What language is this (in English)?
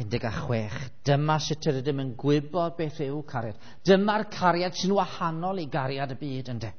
Welsh